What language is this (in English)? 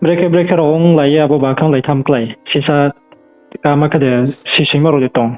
Riang (India)